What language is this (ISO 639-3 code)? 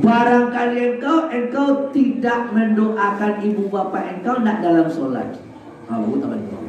min